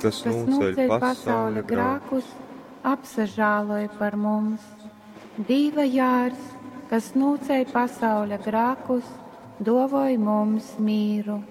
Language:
Latgalian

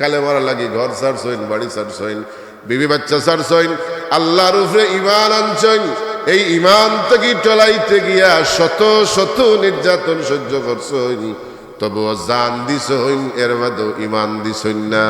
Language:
Sylheti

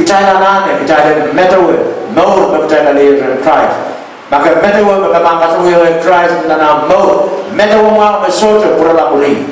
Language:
Pohnpeian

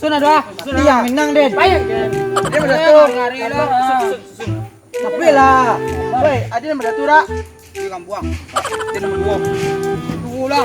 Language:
Minangkabau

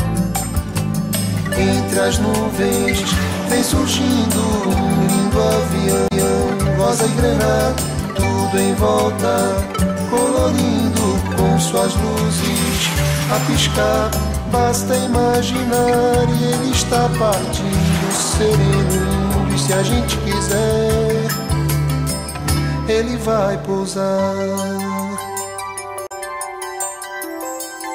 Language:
Portuguese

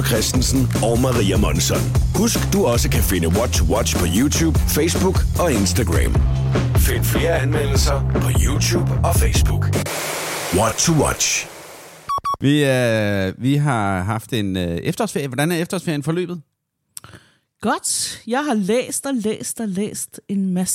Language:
Danish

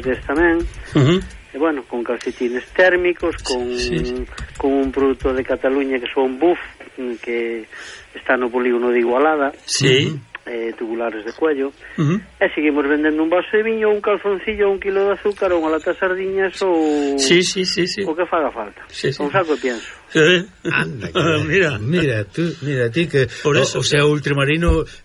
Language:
Galician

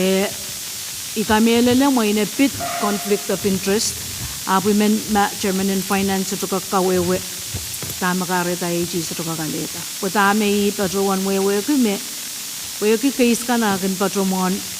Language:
Pohnpeian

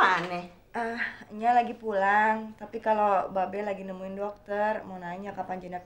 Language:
Betawi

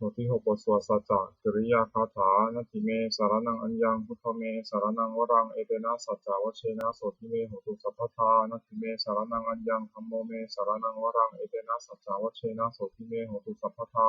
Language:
Pali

